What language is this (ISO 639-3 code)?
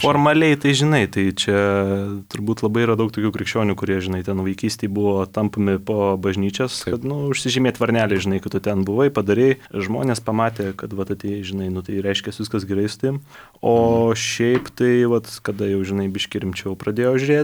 lit